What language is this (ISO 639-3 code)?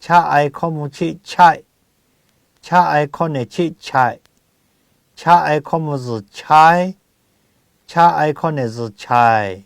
lhu